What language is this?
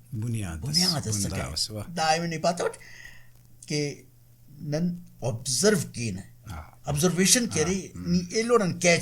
Brahui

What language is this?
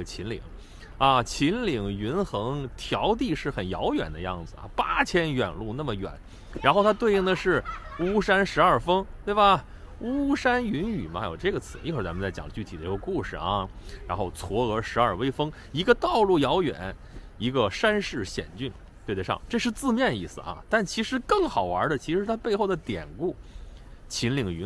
Chinese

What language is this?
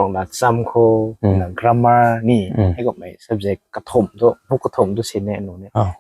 Rongmei Naga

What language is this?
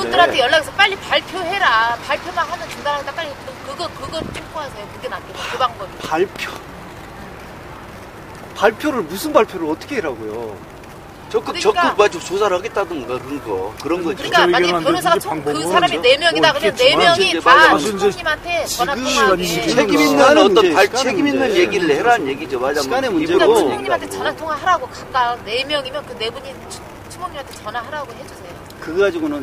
Korean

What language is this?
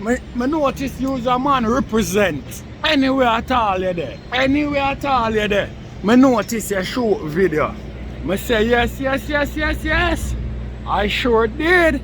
Jamaican Creole English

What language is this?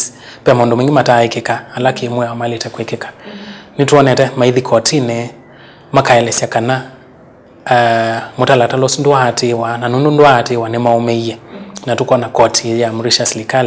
Kamba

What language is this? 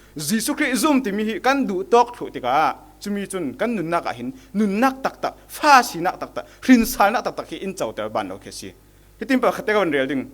Falam Chin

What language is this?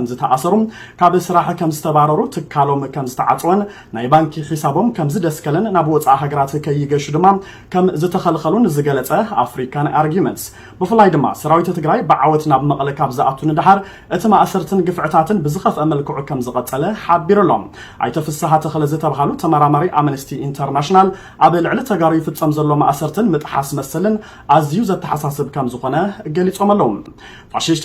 Tigrinya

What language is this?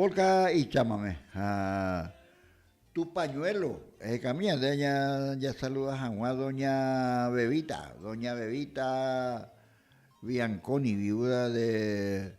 Guarani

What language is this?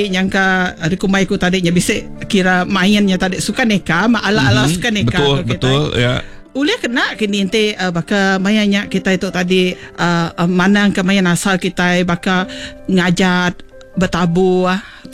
Iban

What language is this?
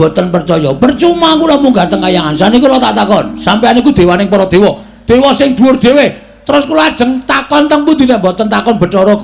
Javanese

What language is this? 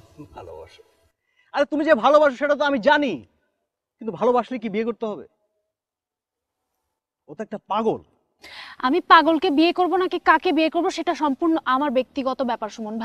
Bangla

